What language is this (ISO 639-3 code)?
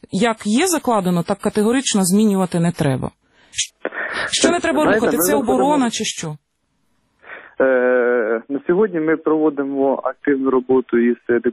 ukr